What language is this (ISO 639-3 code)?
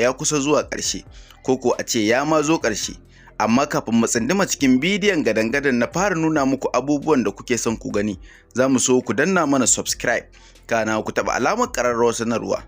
hau